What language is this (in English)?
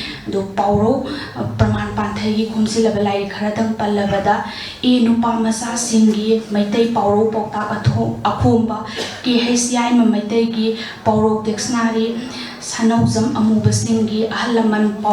Manipuri